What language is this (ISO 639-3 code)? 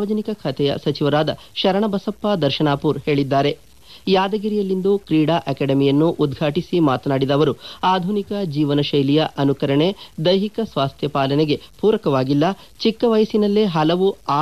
kan